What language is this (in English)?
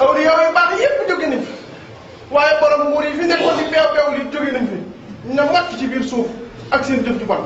Wolof